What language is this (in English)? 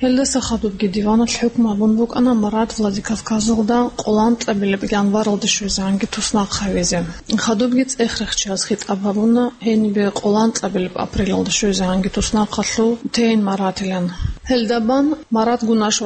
Avaric